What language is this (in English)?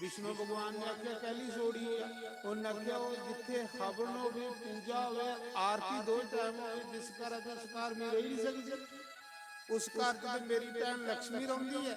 Dogri